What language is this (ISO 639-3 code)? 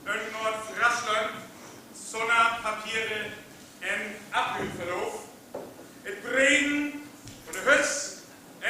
frr